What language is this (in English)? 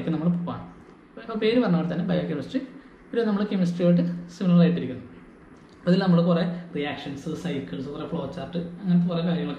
Malayalam